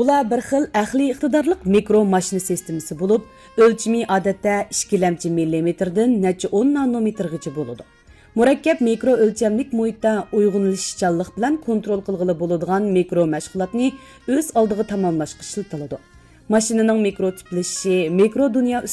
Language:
Uyghur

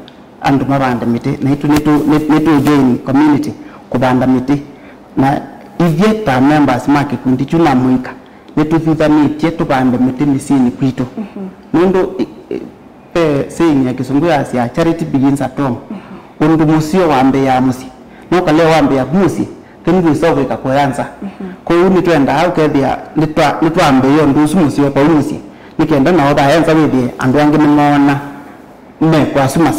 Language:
Kamba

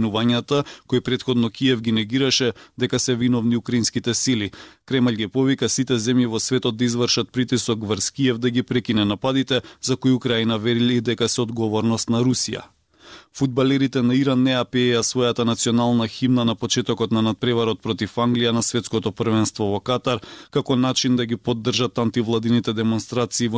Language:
Macedonian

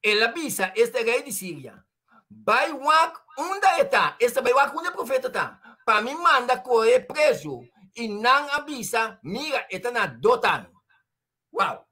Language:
Papiamento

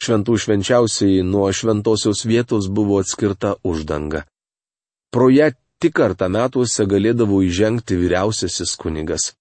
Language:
Lithuanian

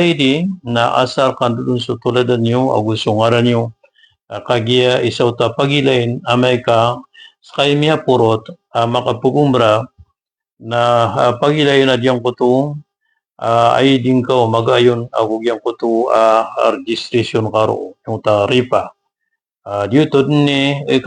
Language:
Maranao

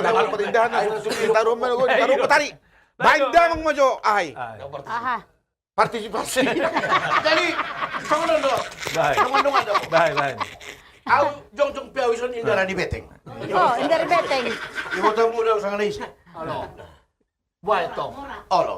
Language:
Batak Toba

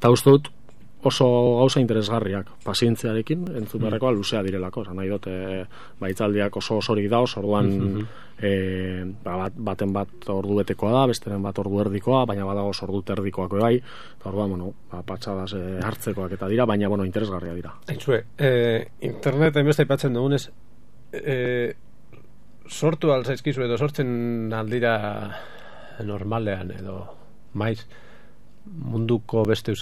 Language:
Basque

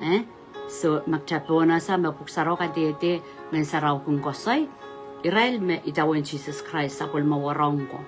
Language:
Pohnpeian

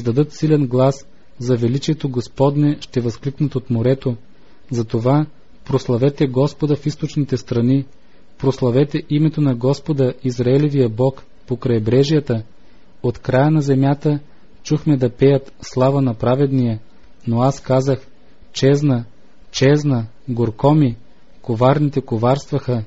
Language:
Bulgarian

